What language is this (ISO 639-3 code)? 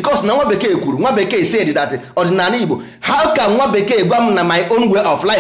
ibo